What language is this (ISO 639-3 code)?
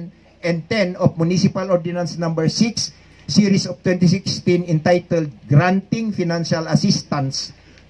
kne